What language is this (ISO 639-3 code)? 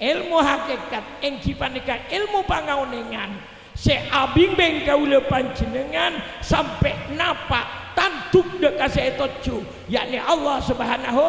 mad